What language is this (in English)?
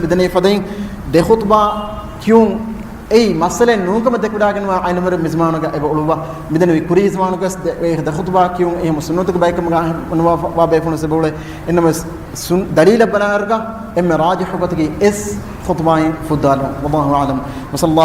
Divehi